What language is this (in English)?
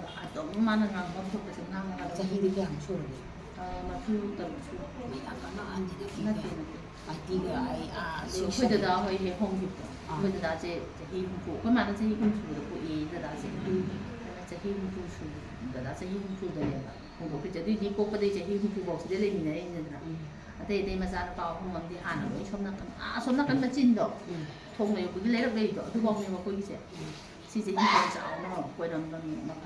Manipuri